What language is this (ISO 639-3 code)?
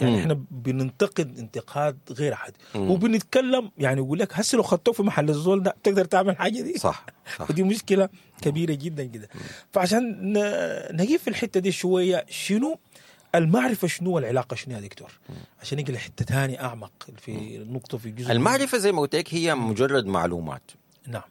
apd